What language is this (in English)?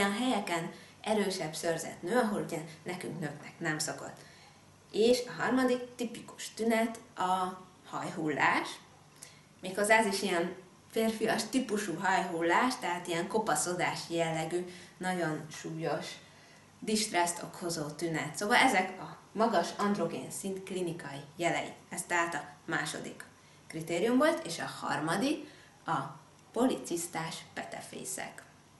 Hungarian